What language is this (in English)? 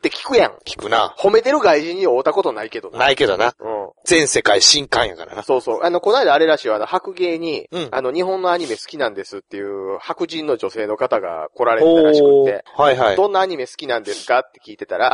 Japanese